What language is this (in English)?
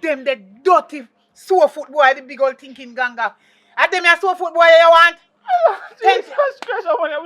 Jamaican Creole English